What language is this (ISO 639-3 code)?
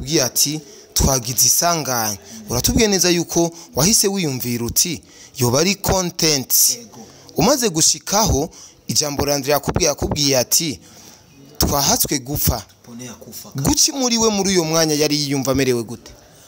run